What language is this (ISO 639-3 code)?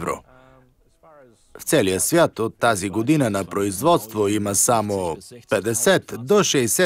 bul